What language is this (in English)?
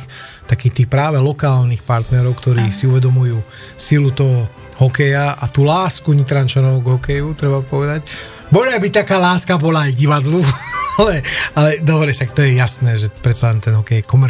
Slovak